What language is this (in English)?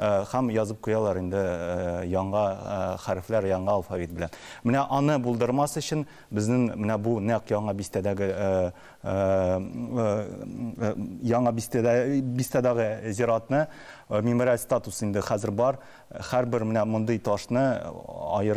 Tatar